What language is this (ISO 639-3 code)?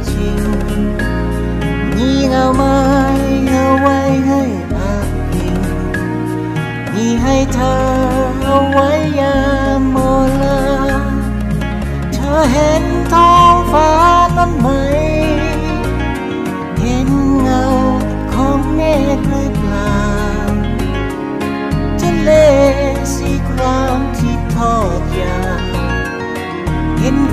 tha